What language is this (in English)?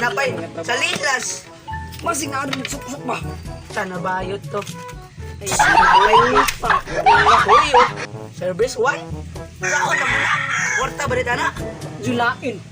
Cebuano